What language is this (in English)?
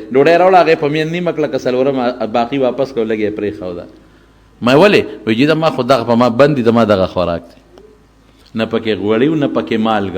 Pashto